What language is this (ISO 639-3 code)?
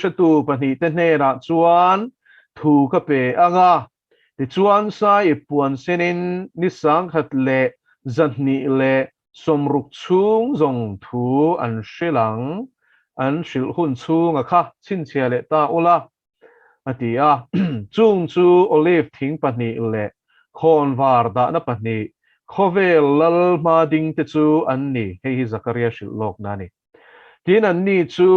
lus